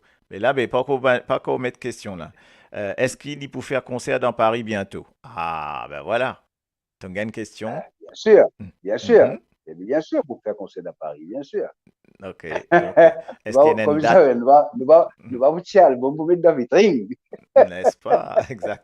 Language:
Morisyen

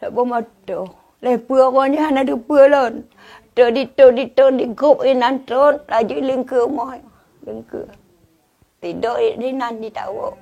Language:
Achinese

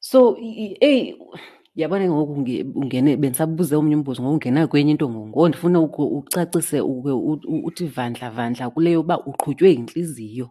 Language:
Xhosa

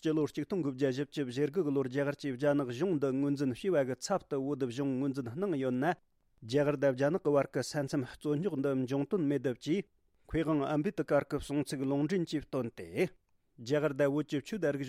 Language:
Tibetan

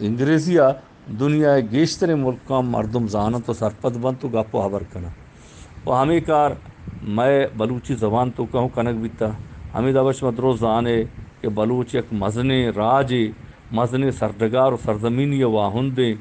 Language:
Eastern Balochi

